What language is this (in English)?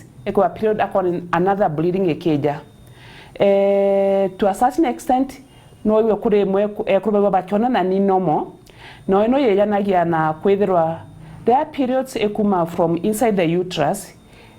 Meru